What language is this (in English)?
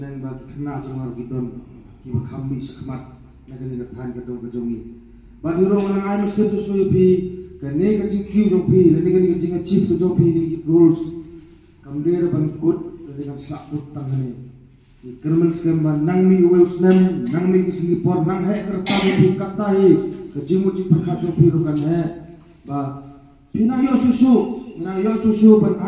Khasi